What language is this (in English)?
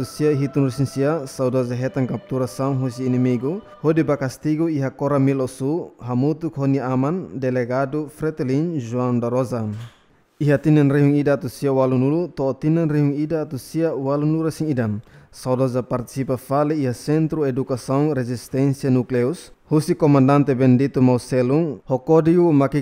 Tetum